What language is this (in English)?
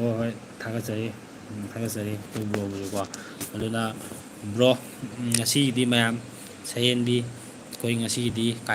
Manipuri